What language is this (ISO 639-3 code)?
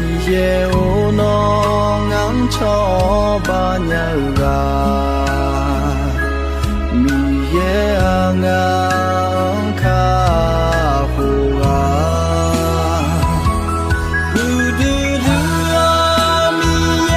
ahk